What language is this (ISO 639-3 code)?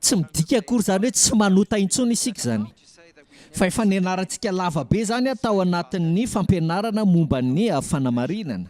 mlg